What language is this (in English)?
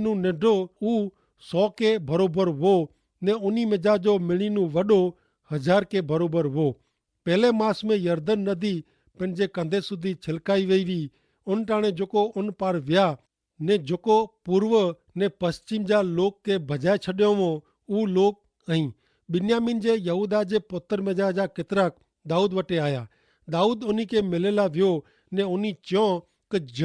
Kachhi